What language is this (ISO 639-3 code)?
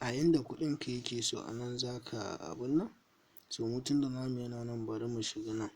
hau